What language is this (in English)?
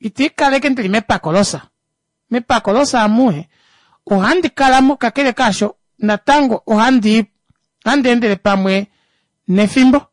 Kuanyama